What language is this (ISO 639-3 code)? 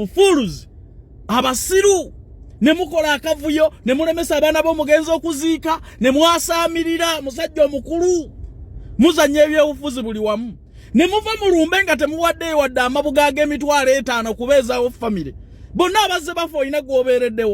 lug